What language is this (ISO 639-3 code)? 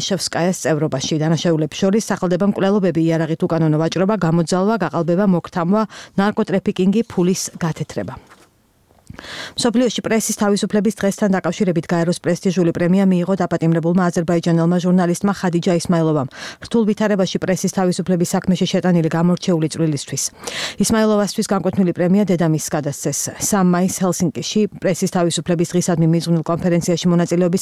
kat